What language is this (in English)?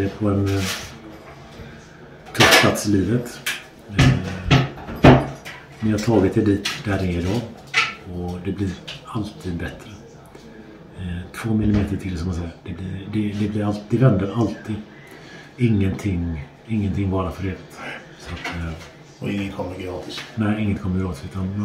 Swedish